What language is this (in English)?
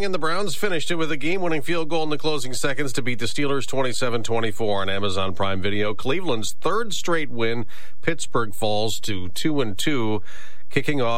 English